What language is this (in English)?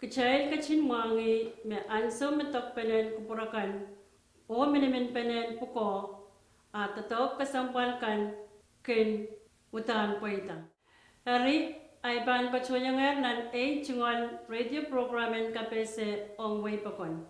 Pohnpeian